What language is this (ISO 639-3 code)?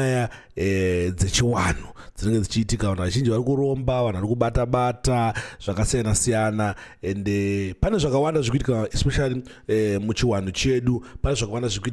sna